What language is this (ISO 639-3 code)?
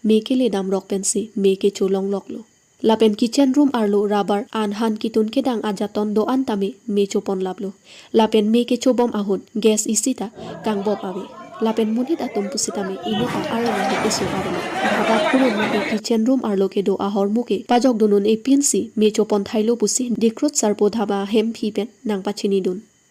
mjw